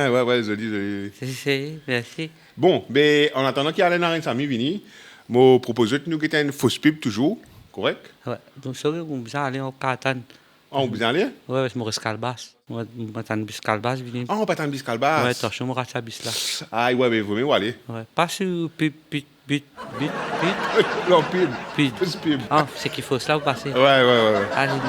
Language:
Morisyen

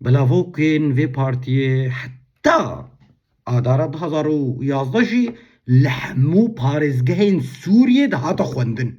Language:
Kurdish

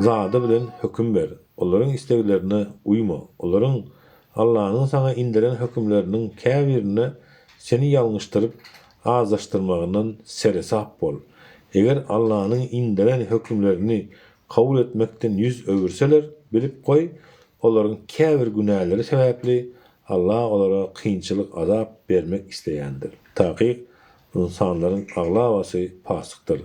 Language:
Turkmen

